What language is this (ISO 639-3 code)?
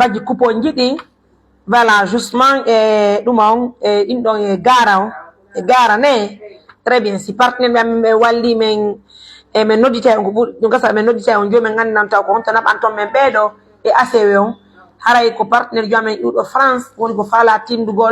fuf